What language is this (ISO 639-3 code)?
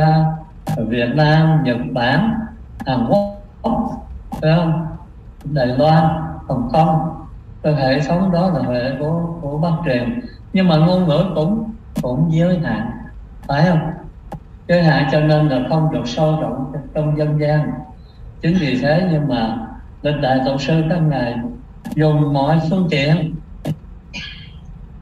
vie